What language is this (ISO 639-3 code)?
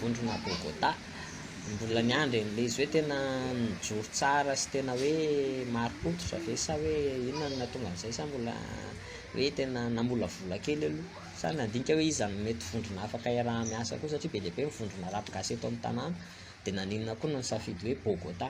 mlg